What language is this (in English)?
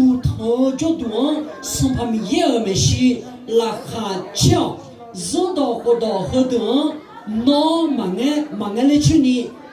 Akha